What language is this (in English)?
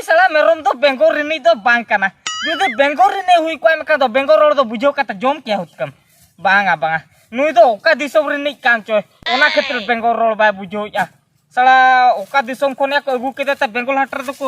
Santali